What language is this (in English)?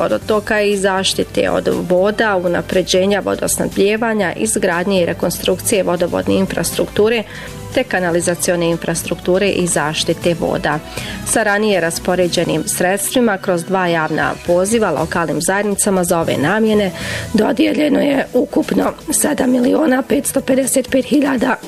Bosnian